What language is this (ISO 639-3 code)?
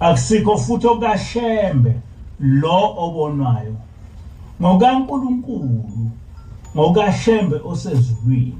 zul